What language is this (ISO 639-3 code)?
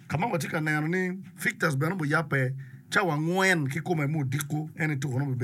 ach